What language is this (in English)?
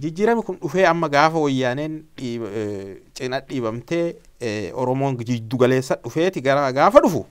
Oromo